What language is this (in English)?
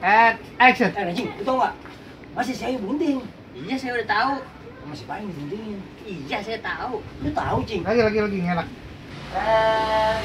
Betawi